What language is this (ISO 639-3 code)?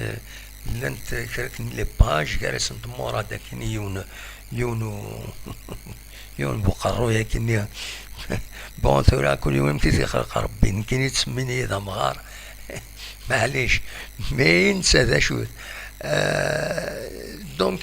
kab